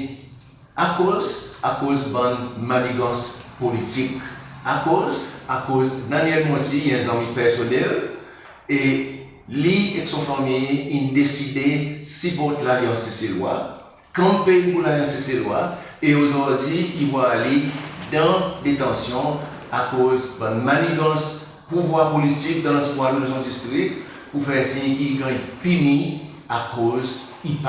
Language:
Seselwa Creole French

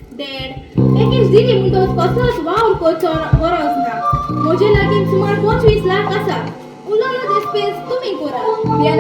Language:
Konkani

